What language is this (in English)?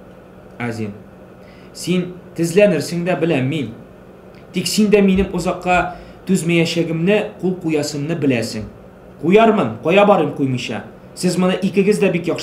Tatar